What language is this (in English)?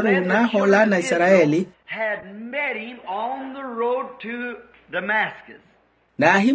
Makhuwa